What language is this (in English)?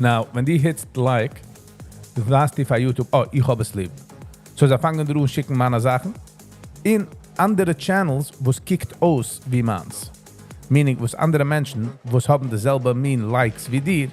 Yiddish